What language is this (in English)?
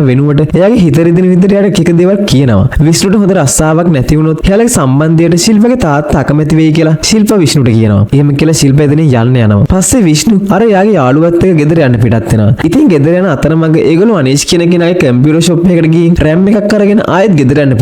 Sinhala